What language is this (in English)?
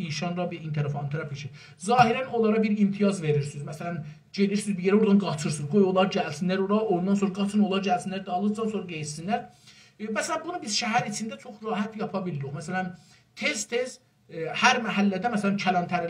South Azerbaijani